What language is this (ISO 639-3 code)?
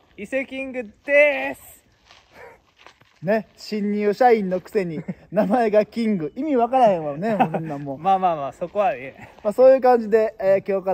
jpn